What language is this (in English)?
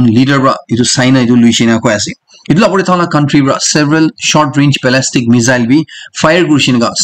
Naga Pidgin